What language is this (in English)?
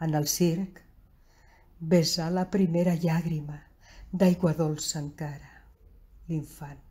Catalan